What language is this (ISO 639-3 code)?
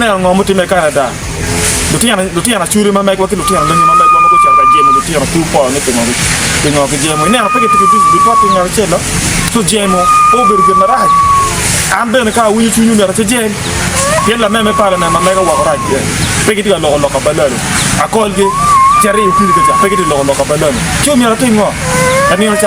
ach